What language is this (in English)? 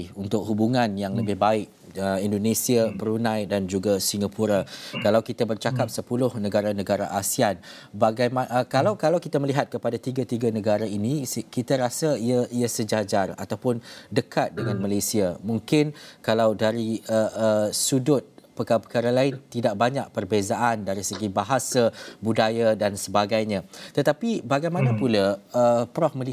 Malay